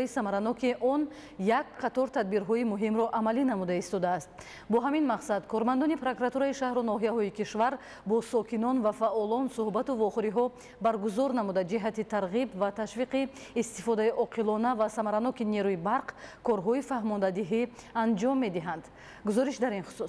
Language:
Tajik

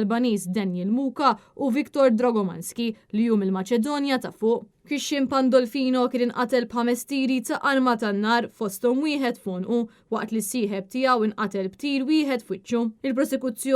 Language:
Maltese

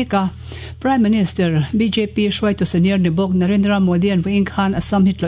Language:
Mizo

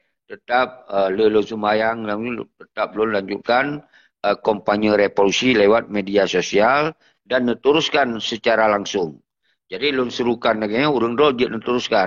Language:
Achinese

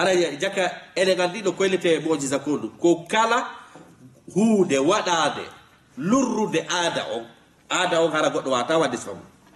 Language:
Fula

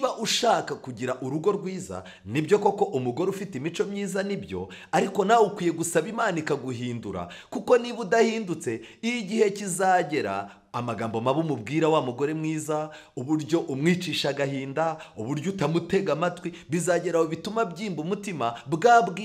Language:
Kinyarwanda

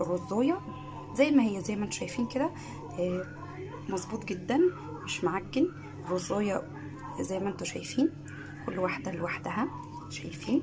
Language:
Egyptian Arabic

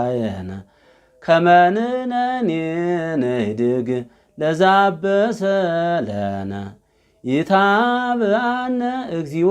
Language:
Amharic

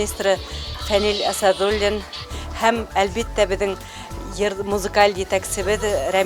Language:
Bashkir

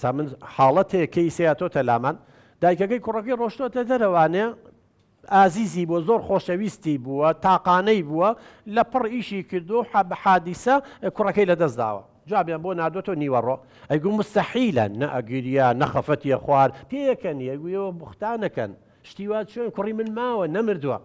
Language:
Central Kurdish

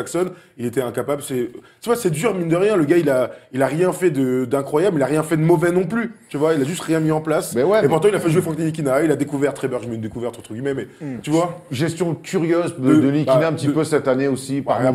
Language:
French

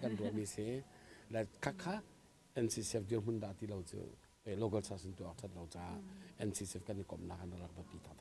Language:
Hakha Chin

